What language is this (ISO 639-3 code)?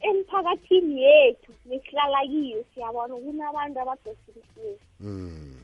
nbl